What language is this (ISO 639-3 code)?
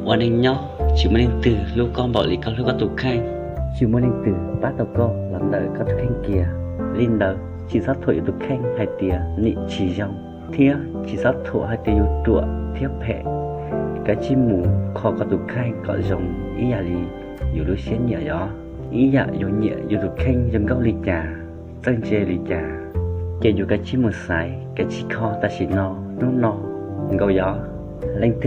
hmn